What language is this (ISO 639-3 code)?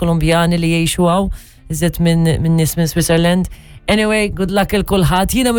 mlt